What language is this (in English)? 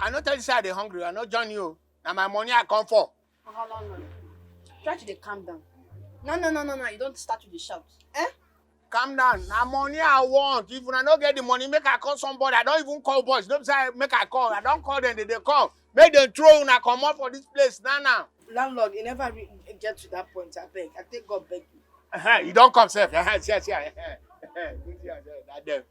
Nigerian Pidgin